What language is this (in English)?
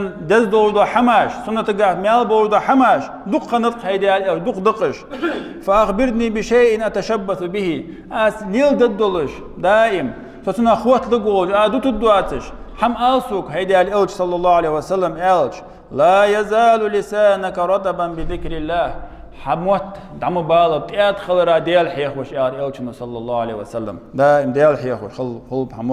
Ingush